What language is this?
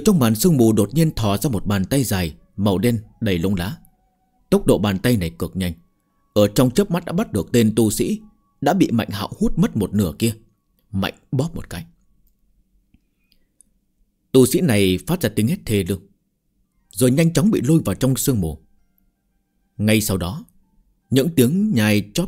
Vietnamese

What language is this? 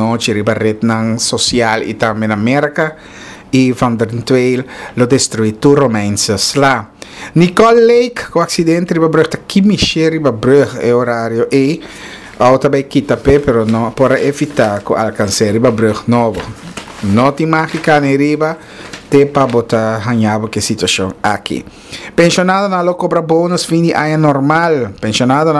Papiamento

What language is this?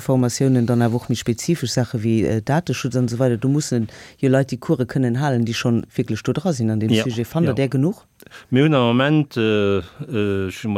Luxembourgish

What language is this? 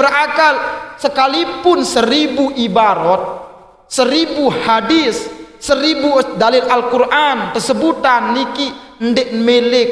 Sasak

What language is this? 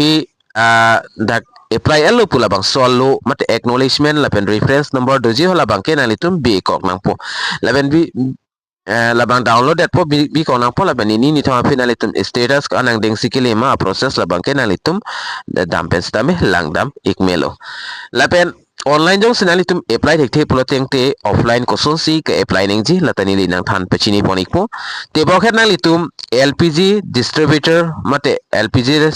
Karbi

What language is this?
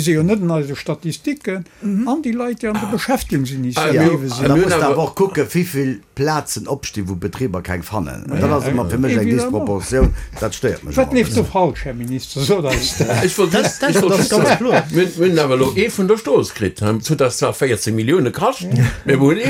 Luxembourgish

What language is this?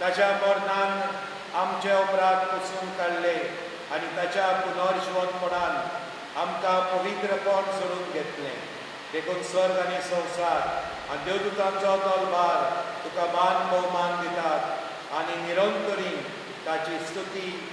Konkani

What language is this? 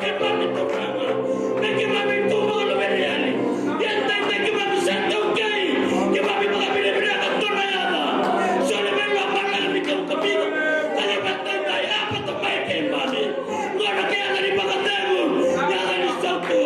Fijian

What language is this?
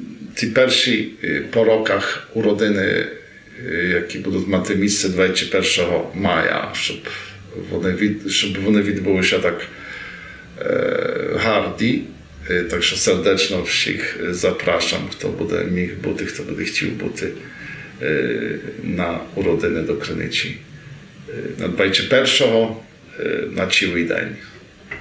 Rusyn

